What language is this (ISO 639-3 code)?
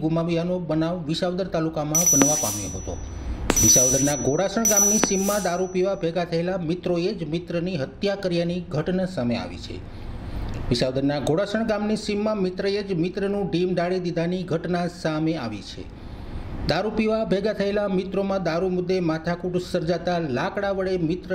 guj